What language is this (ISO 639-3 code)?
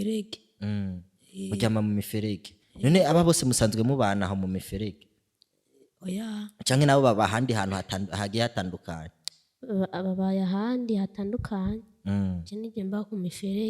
run